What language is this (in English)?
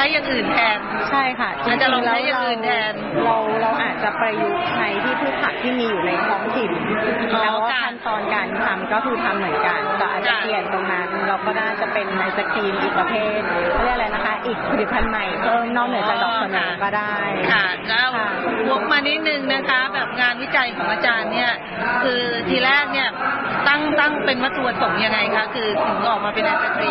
Thai